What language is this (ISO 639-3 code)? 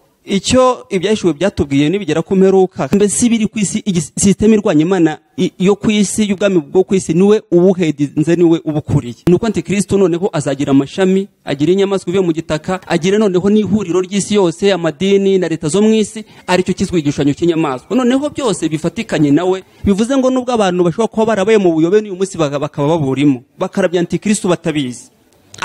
kin